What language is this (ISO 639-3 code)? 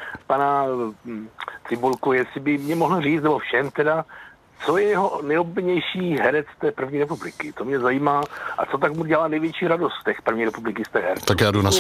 ces